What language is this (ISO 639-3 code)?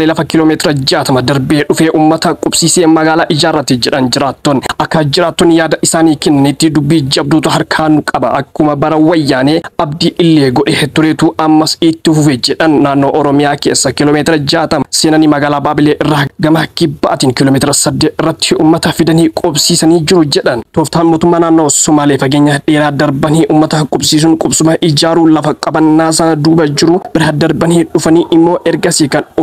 orm